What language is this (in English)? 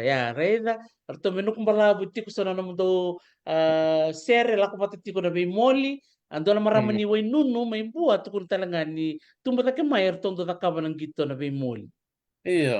Fijian